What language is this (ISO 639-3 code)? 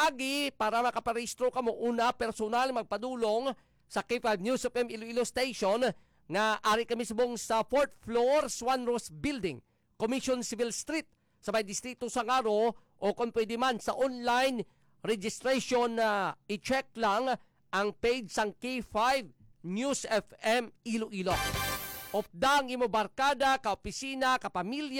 hil